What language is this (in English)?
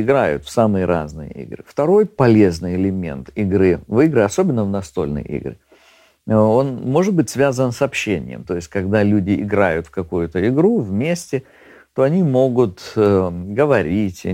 Russian